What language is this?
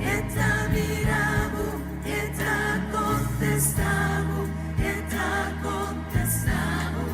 Papiamento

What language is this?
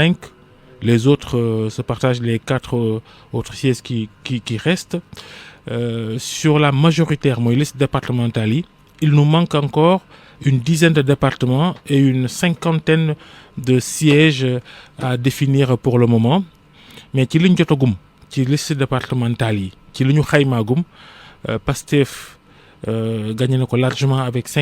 Wolof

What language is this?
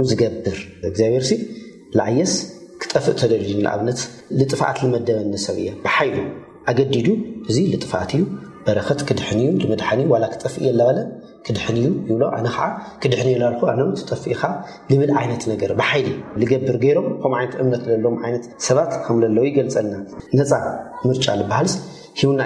Tigrinya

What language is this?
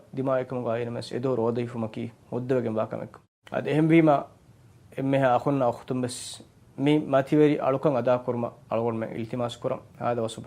Divehi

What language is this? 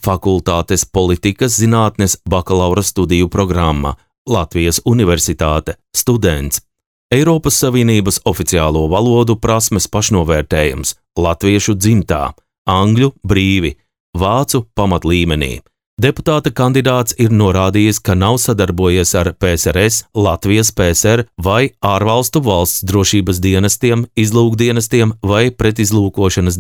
Latvian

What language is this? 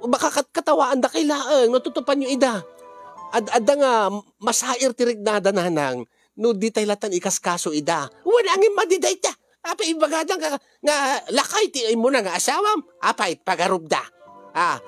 Iloko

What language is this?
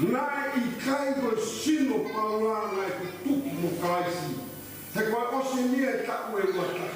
Tongan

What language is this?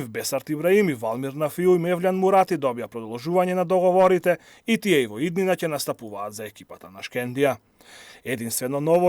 Macedonian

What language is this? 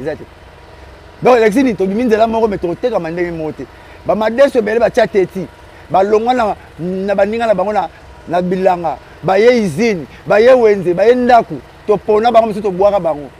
Lingala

